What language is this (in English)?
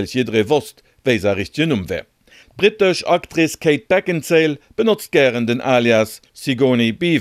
Luxembourgish